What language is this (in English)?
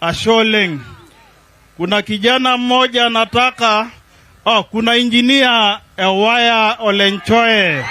Masai